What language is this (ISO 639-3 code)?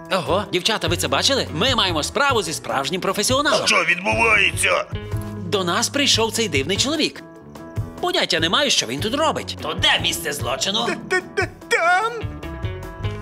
ukr